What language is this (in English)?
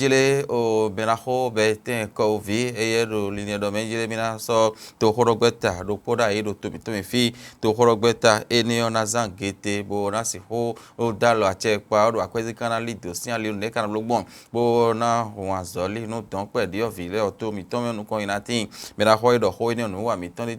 Fon